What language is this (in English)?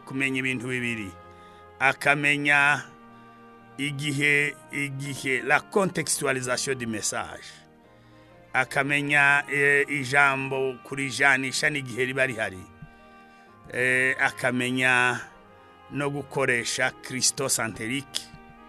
Kinyarwanda